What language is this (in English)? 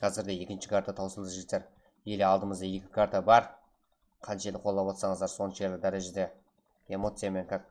Kara-Kalpak